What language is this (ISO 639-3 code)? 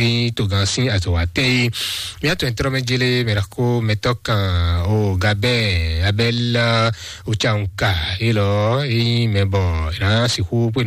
fon